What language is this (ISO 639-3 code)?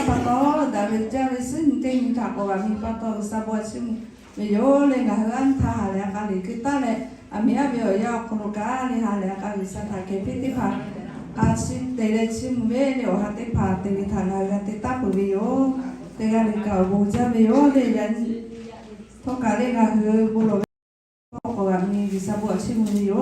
lhu